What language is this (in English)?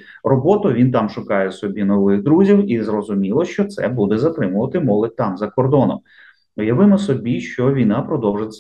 Ukrainian